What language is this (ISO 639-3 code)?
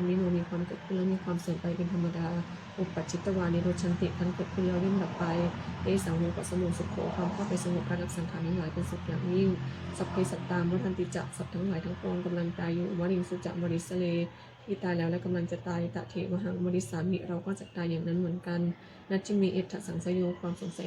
pli